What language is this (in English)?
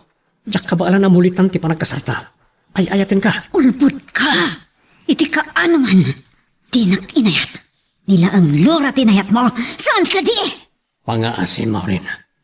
Iloko